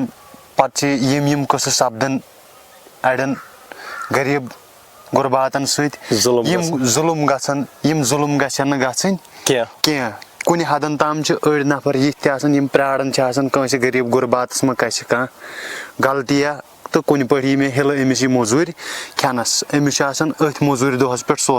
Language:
Kashmiri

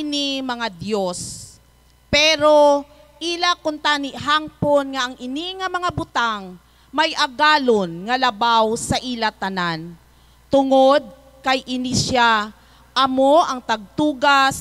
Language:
Hiligaynon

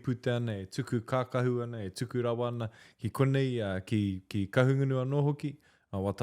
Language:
Māori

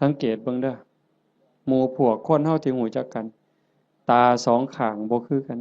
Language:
Northeastern Thai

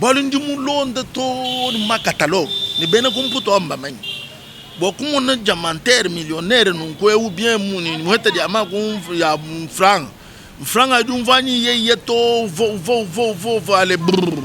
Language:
Luba-Lulua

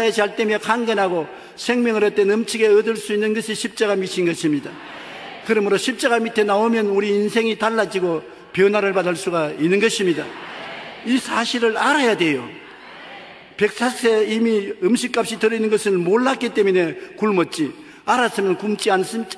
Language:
Korean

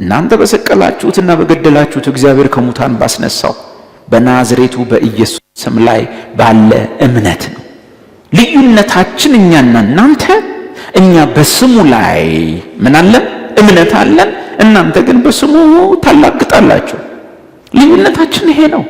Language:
Amharic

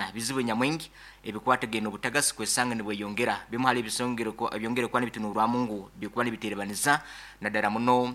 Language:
Nyoro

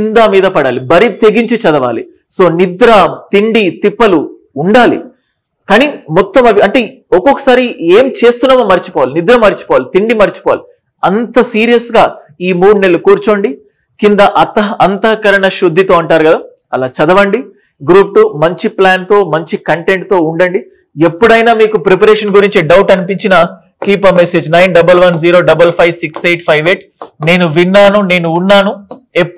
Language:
Telugu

